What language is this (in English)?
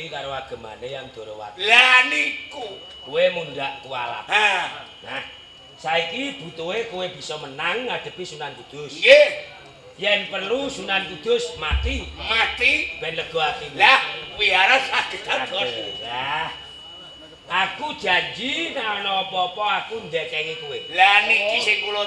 Javanese